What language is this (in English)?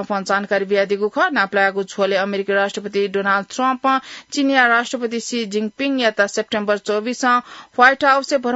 Newari